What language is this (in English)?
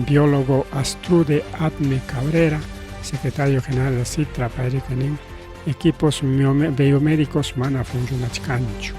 Ayacucho Quechua